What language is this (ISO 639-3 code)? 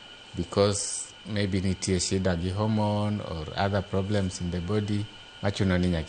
luo